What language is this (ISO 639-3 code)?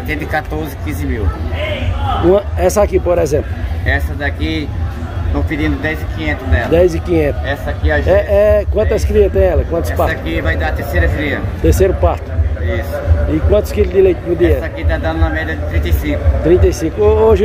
por